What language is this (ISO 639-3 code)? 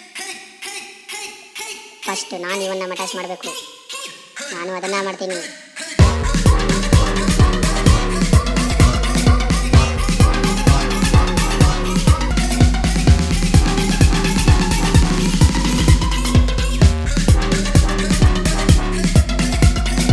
kan